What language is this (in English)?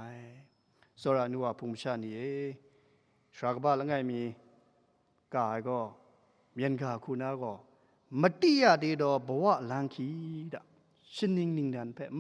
Kachin